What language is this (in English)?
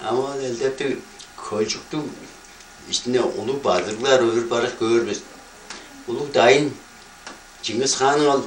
Tuvinian